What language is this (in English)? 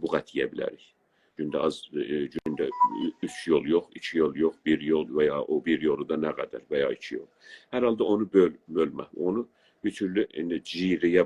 South Azerbaijani